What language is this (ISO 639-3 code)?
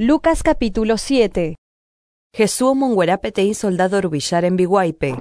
grn